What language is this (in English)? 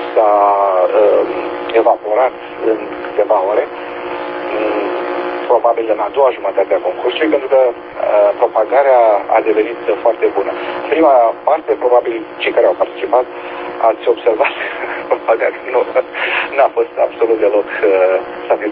Romanian